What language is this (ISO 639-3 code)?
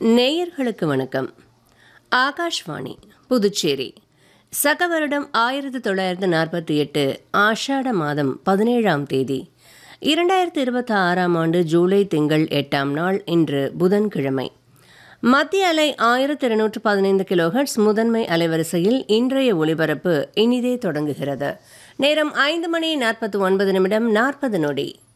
tam